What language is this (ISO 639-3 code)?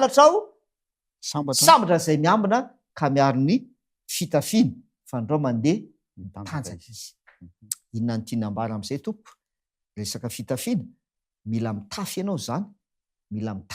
mlg